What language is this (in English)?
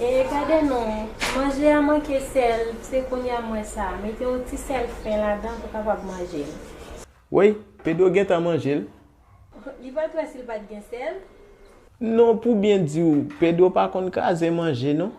Haitian Creole